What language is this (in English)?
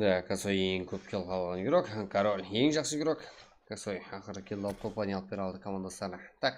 Kara-Kalpak